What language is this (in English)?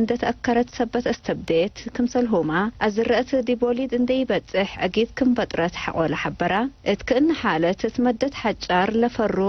Tigre